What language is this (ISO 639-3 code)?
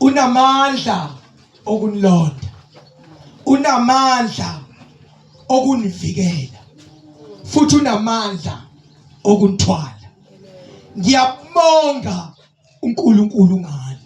zul